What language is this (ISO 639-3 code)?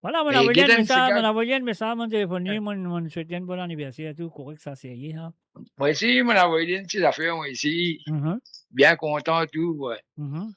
mfe